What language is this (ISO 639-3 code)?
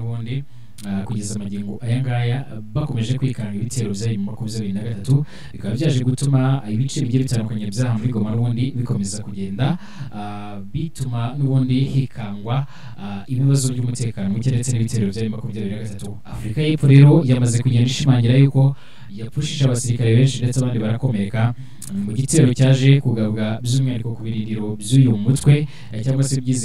kin